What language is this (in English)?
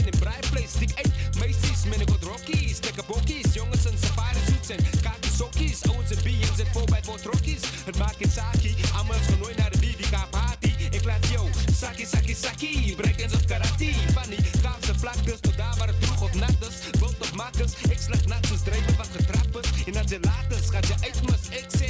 Afrikaans